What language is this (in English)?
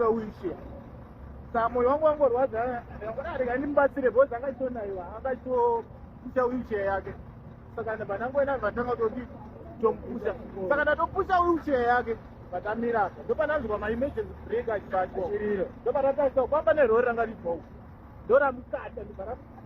Shona